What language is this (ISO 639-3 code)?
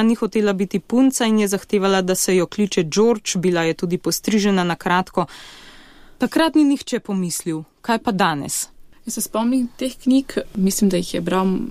slv